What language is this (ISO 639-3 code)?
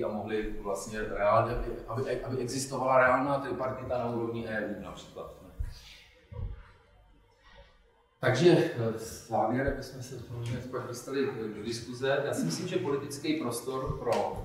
ces